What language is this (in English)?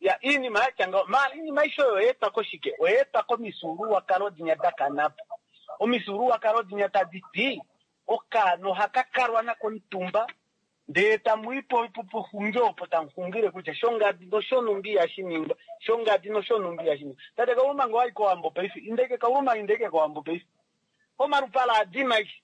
Kuanyama